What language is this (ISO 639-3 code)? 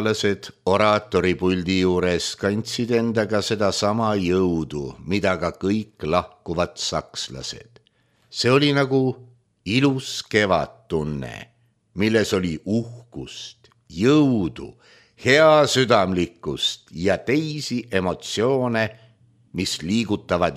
est